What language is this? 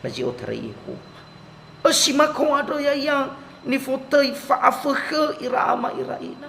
Nias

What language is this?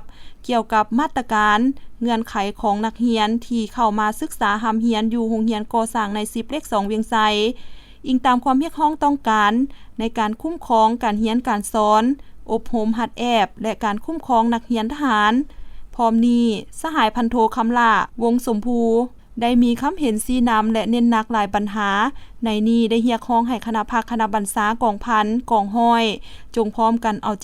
Lao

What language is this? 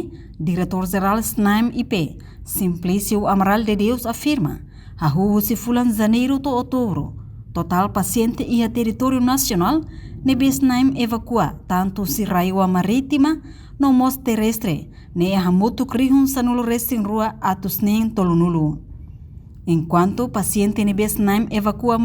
Tetum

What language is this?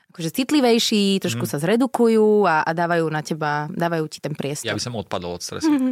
Slovak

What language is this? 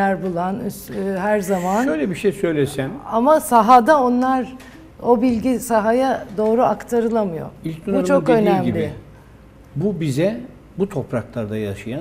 Turkish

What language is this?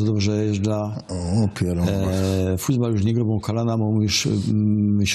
Silesian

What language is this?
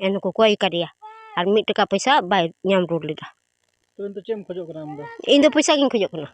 Santali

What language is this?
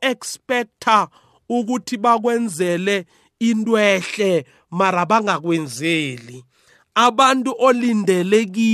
South Ndebele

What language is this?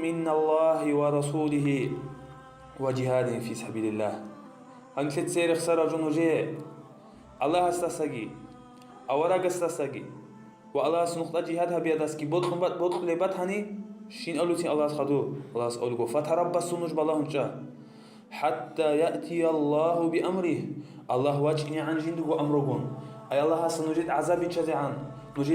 Avaric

